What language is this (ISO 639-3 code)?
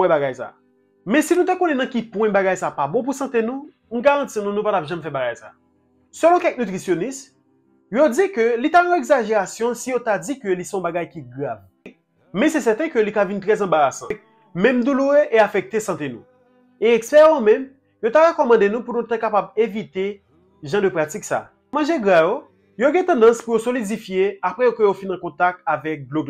hat